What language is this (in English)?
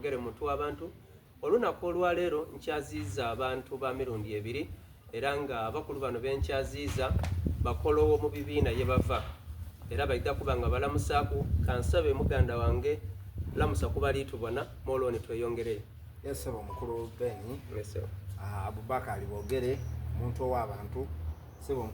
Soga